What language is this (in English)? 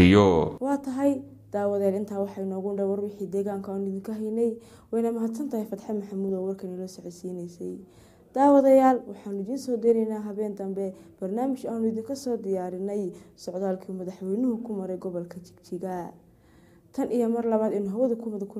Somali